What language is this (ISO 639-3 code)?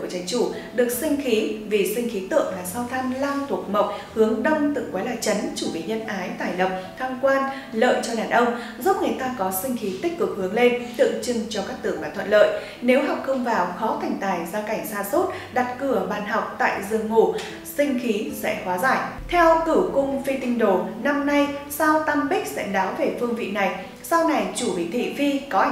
vie